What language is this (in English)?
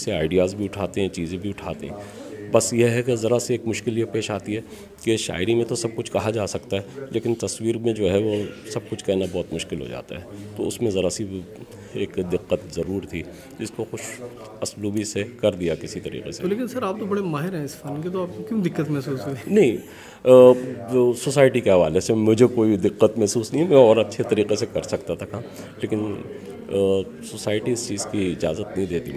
Urdu